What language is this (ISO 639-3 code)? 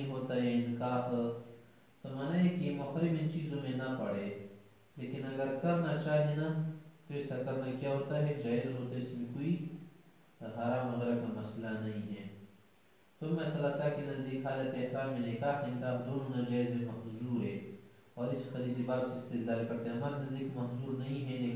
urd